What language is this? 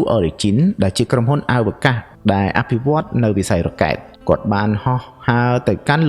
Khmer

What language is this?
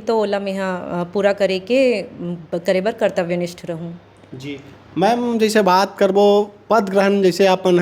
Chhattisgarhi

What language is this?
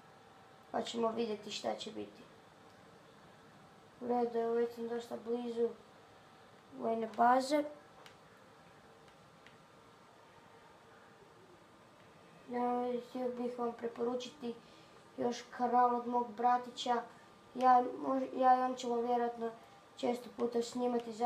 Croatian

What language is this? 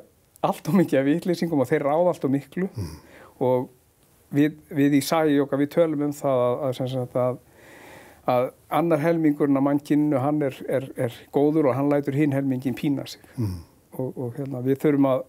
Icelandic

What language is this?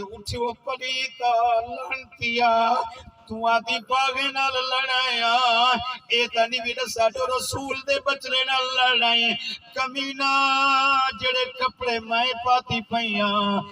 Saraiki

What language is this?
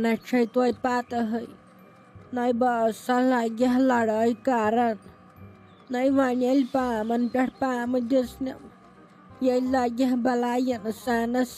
Kashmiri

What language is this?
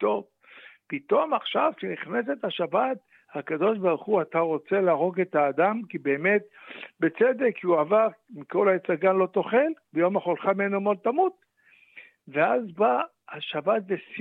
Hebrew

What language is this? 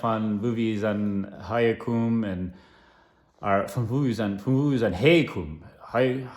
Plautdietsch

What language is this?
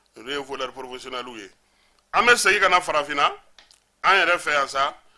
Bambara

